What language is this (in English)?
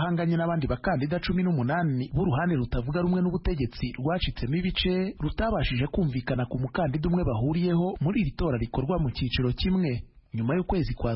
Kinyarwanda